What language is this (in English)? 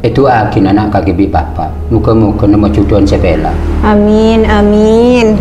Madurese